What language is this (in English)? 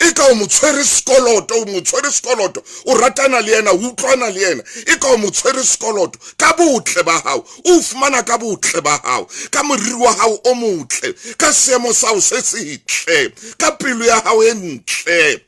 Southern Sotho